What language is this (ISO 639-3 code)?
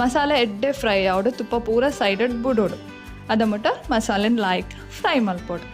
tcy